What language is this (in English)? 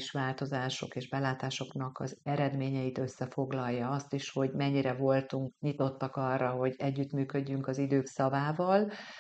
Hungarian